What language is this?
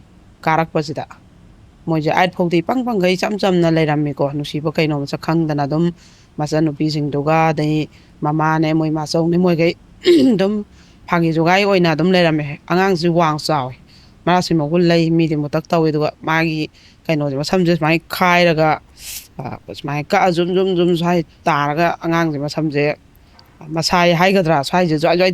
Manipuri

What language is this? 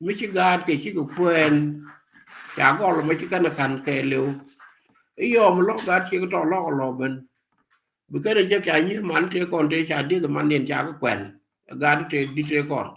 Nuer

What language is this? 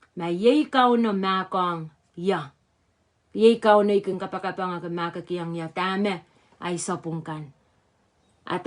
Pohnpeian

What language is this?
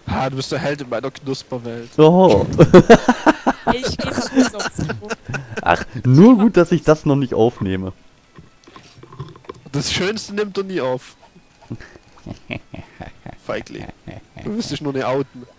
German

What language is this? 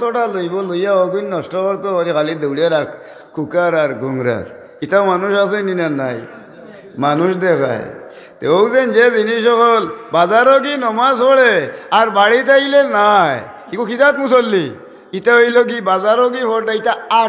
Sylheti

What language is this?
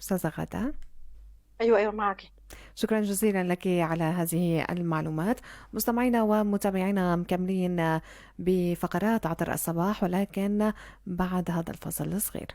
North Levantine Arabic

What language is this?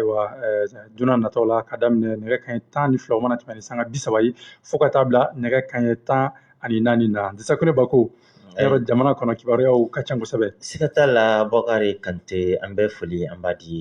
Bambara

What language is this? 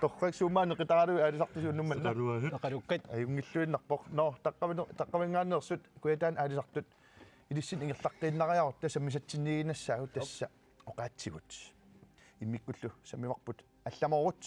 Kalaallisut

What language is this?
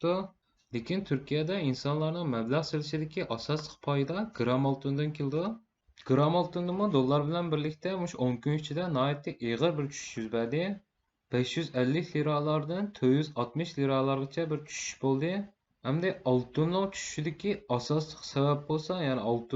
Uyghur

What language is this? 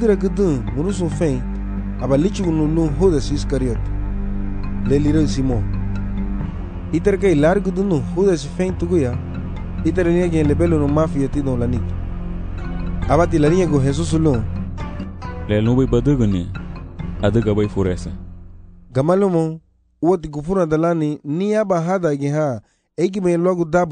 Garifuna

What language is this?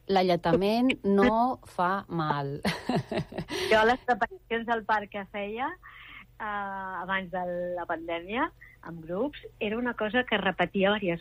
Catalan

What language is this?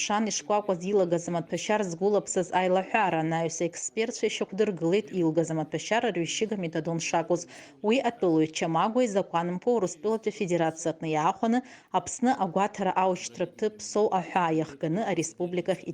Abkhazian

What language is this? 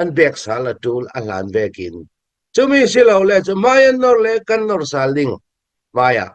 Hakha Chin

